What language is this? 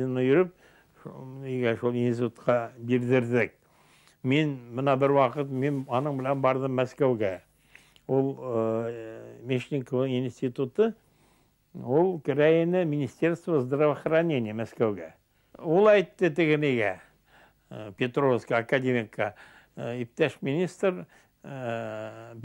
Bashkir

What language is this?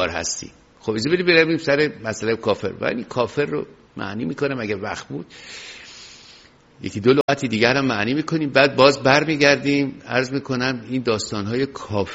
Persian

